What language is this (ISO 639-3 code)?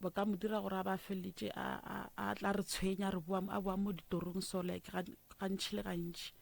nso